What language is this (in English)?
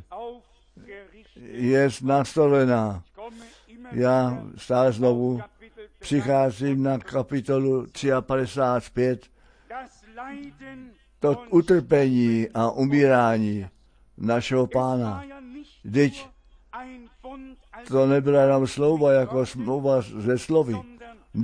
Czech